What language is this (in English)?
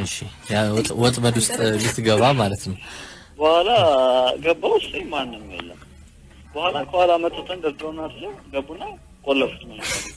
Amharic